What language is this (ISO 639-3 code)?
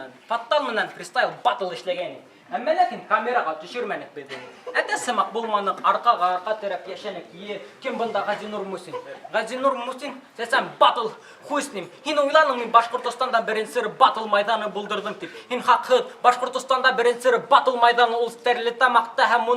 bak